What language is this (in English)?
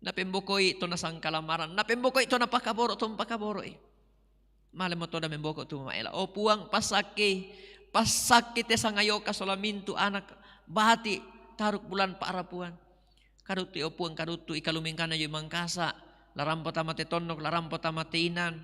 Toraja-Sa'dan